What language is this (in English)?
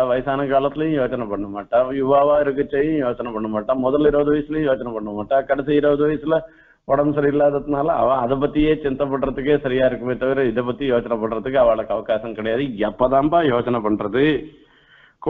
Tamil